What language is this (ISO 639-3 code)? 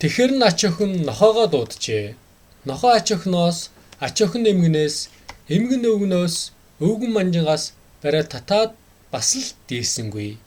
mon